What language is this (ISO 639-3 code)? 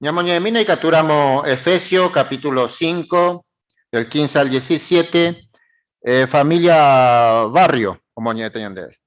grn